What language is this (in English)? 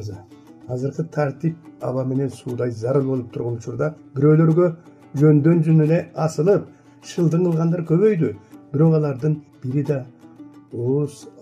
Kyrgyz